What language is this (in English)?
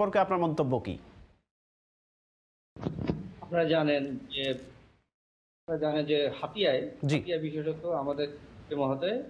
Bangla